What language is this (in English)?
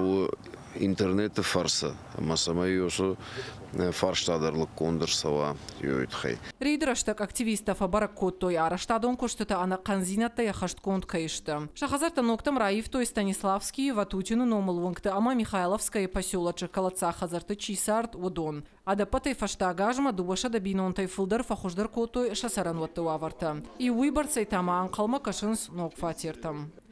Ossetic